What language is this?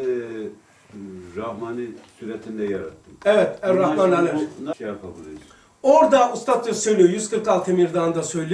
Turkish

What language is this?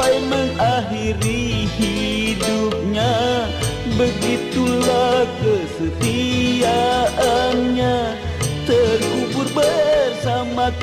Betawi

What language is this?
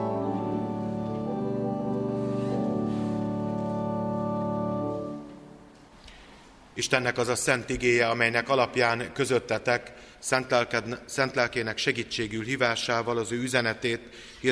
Hungarian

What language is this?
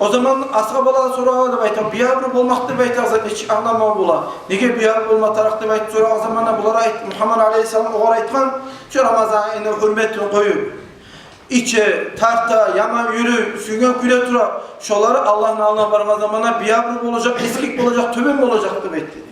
Kumyk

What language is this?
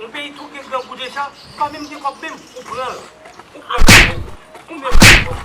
Haitian Creole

